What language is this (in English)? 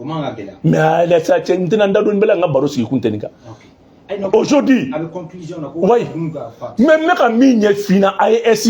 Bambara